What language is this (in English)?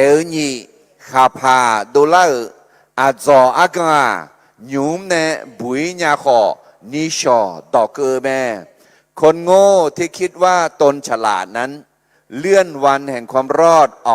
Akha